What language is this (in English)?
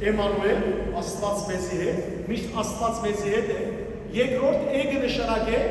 Western Armenian